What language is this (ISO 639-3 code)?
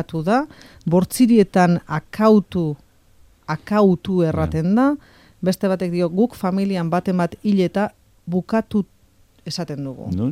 eus